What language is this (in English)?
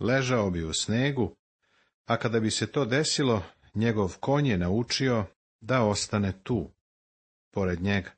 Serbian